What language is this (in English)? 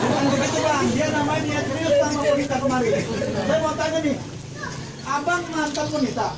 Betawi